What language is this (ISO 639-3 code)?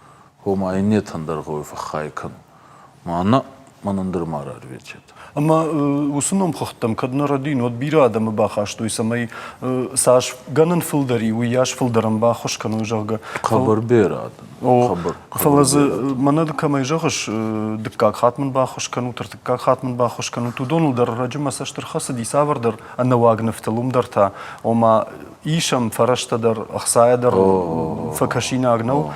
oss